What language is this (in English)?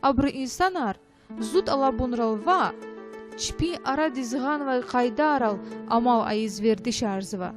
Lezghian